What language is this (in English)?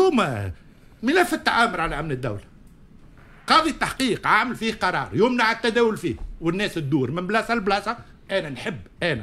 Tunisian Arabic